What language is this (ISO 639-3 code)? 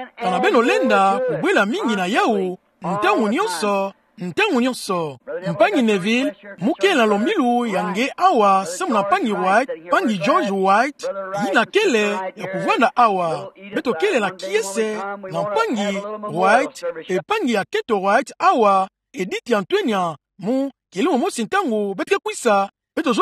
ktu